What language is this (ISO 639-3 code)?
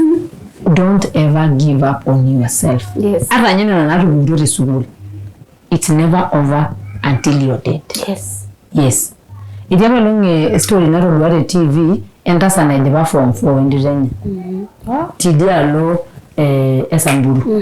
mas